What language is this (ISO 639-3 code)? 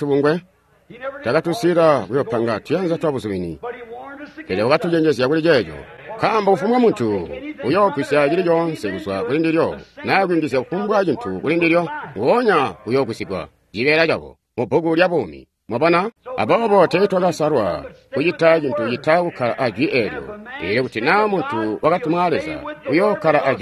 toi